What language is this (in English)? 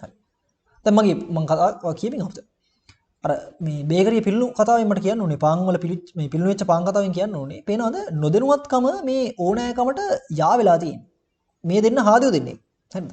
Sinhala